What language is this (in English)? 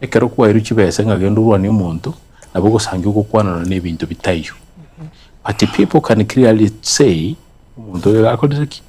Gusii